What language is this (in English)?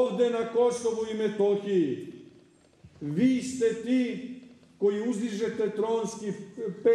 Serbian